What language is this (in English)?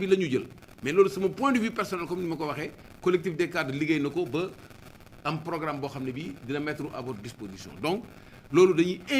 Wolof